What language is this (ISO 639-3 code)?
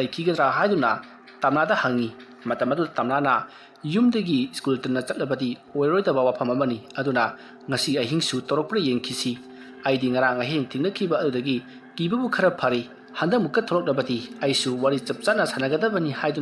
mni